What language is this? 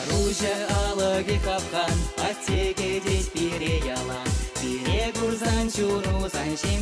Chuvash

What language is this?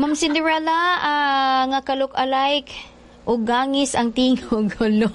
Cebuano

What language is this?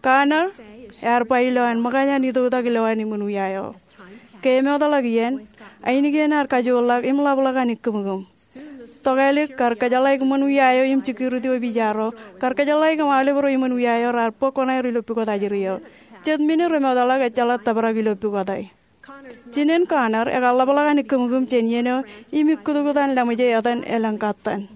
Marshallese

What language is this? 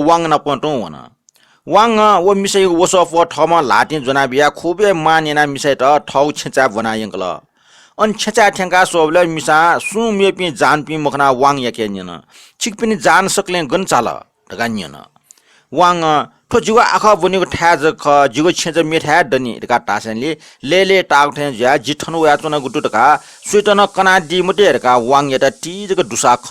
Newari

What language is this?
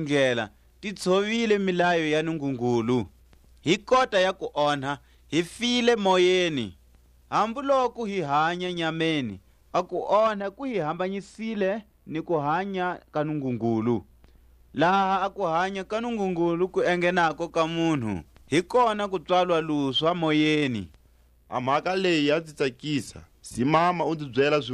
Tswa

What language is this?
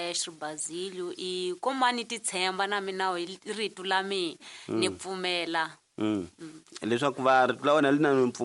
Tsonga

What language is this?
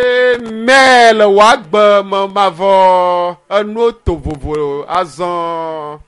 Ewe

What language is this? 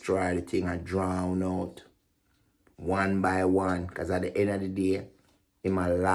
Jamaican Creole English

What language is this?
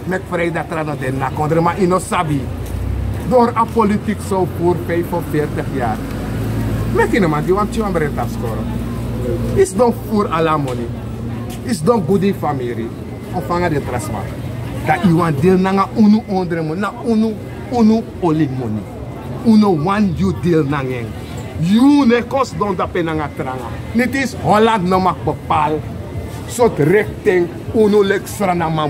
Sranan Tongo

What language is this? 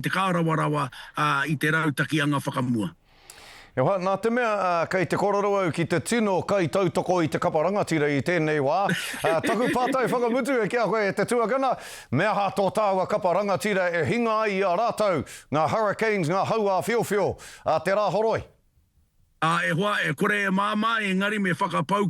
Māori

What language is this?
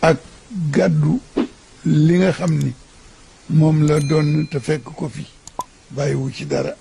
Wolof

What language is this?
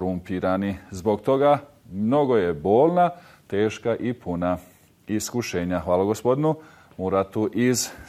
Bosnian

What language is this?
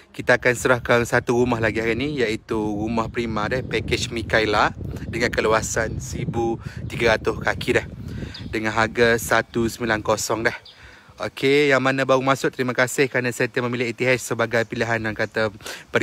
Malay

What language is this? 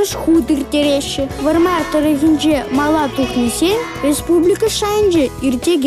Chuvash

